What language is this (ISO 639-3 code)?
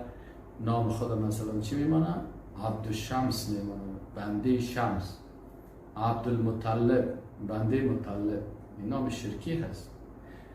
fas